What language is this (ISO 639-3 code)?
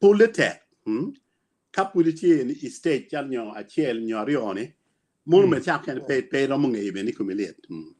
ach